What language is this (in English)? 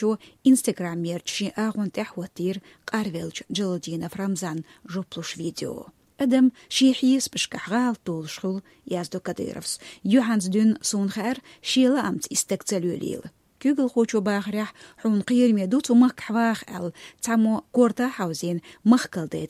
Chechen